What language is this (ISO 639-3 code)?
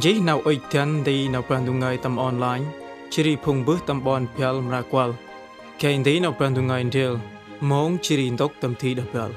cmo